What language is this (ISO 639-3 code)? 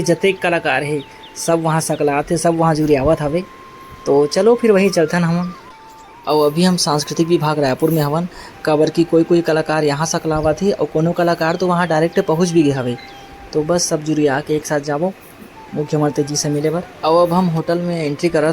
hne